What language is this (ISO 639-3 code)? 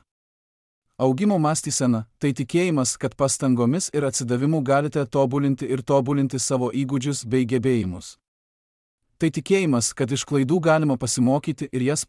lit